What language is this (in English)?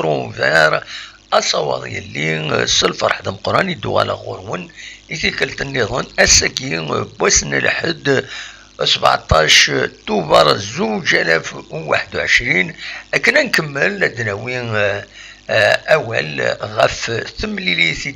Kabyle